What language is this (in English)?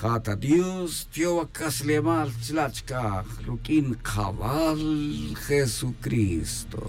Tz'utujil